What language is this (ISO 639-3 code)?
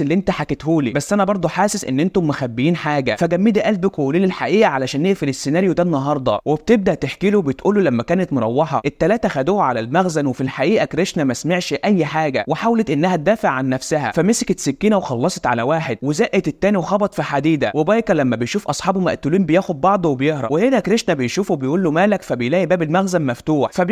arz